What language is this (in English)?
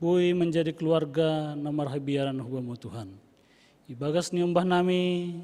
Batak Simalungun